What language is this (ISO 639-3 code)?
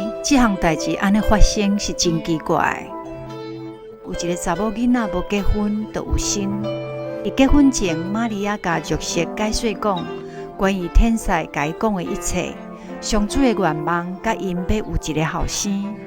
nan